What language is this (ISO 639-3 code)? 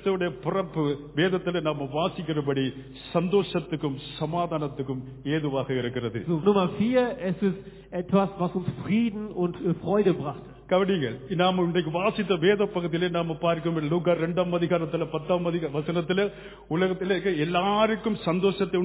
tam